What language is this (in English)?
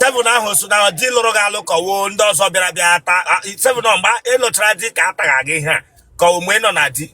Igbo